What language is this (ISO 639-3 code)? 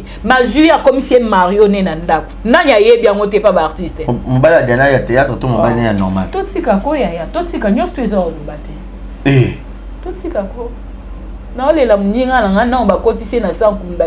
lin